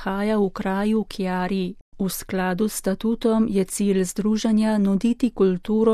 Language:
Slovenian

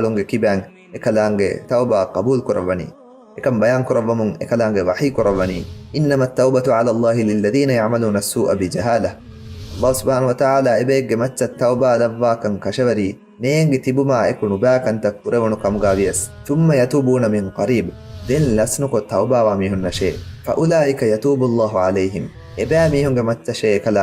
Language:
Divehi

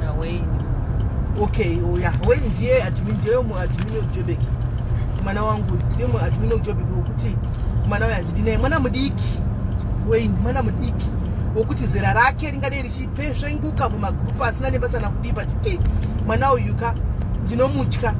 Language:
Shona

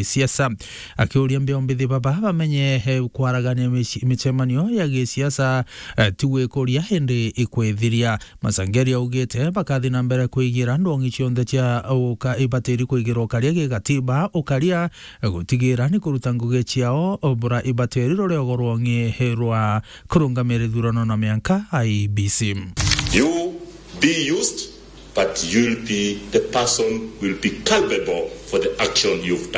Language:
Meru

